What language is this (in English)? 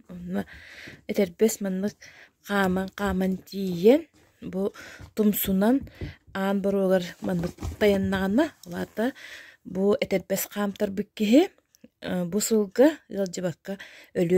Yakut